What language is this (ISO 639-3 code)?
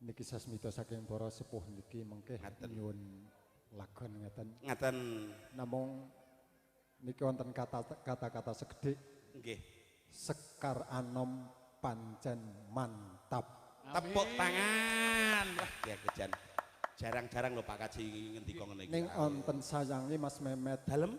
jav